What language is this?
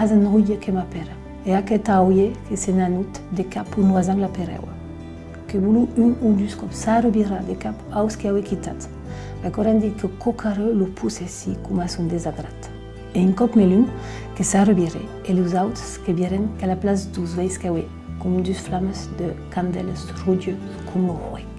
Occitan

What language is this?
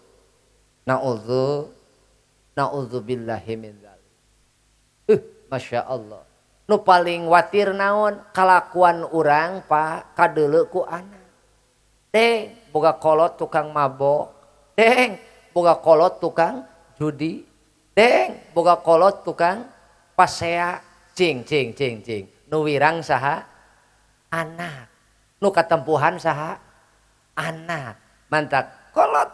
Sundanese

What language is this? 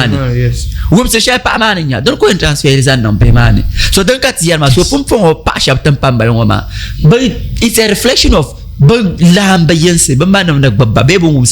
Dagbani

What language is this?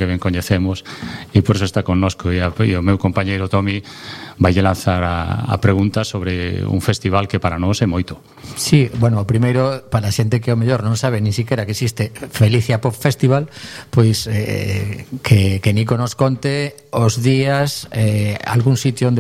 Galician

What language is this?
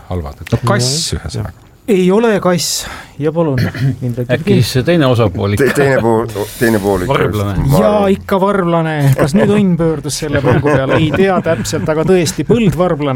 Estonian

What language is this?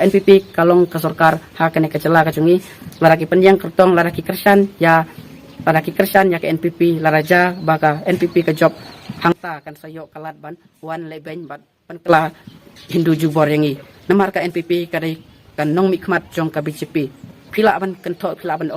Khasi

